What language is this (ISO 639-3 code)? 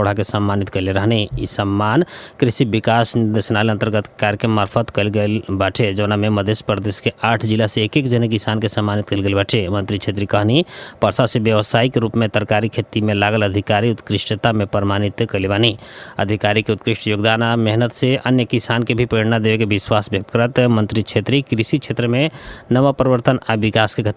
bho